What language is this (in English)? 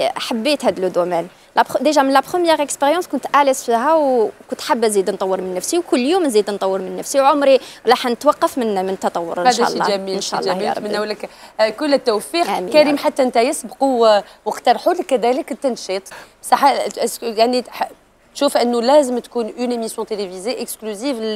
Algerian Arabic